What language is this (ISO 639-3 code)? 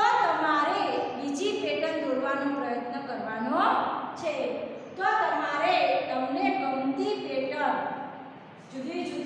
guj